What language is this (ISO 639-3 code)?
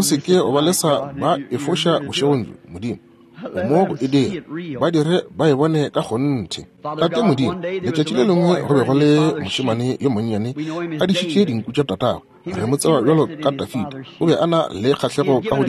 nso